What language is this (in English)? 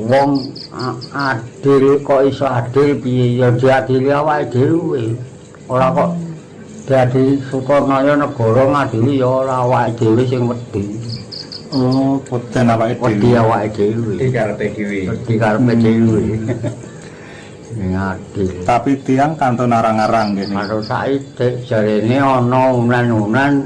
Javanese